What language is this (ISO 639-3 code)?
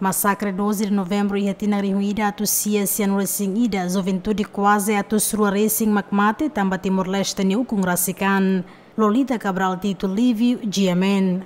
tet